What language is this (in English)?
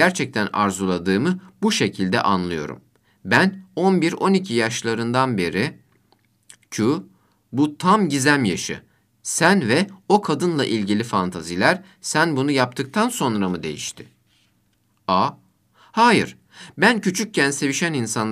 Turkish